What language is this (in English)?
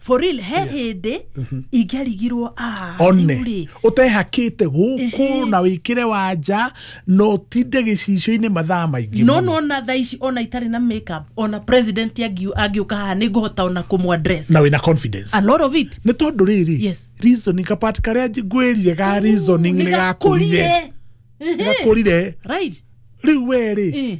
Kikuyu